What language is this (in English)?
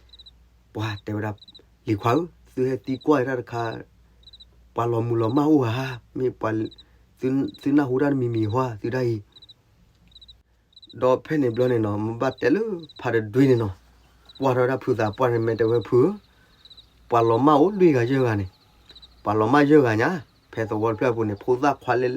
S'gaw Karen